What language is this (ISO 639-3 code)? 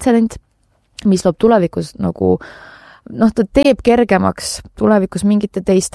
est